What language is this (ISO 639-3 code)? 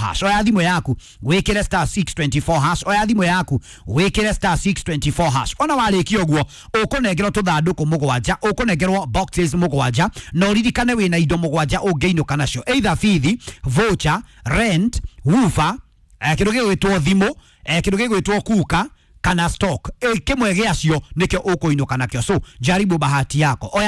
kik